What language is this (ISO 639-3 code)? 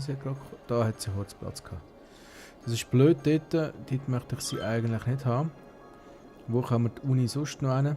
gsw